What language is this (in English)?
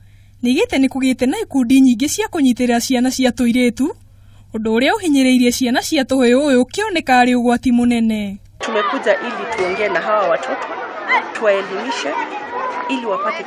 Kikuyu